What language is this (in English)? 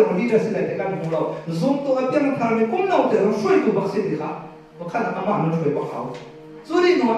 Hakha Chin